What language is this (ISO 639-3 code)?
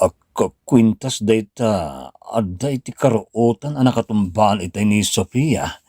ilo